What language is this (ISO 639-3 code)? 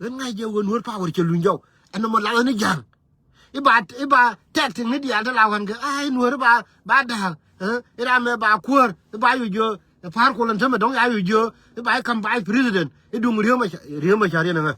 nus